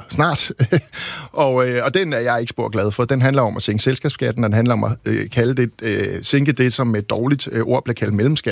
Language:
Danish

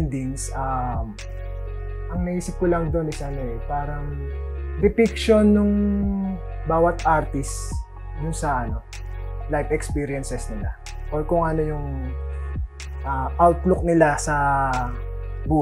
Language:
Filipino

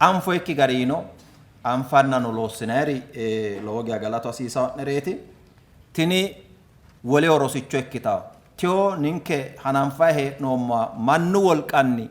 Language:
Sidamo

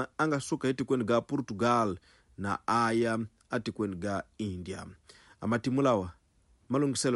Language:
Tsonga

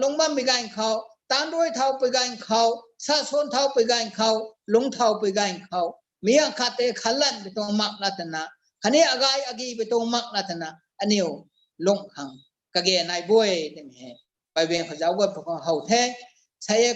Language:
Rongmei Naga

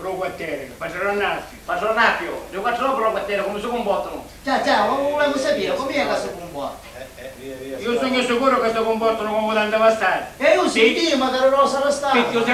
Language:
Sicilian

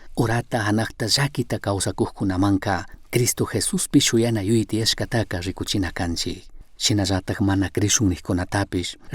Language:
Chimborazo Highland Quichua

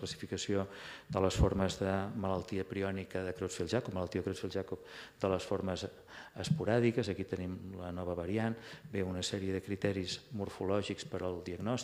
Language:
Catalan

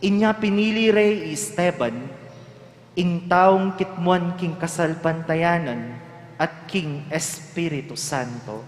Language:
Pampanga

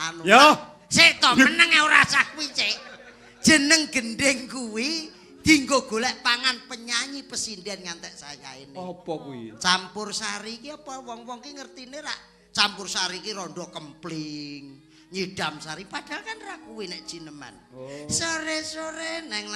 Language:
Javanese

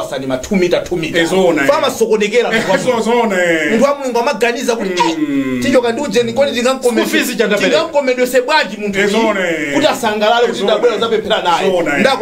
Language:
Nyanja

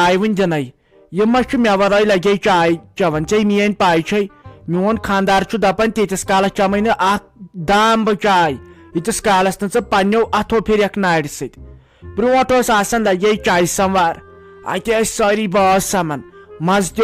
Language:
Kashmiri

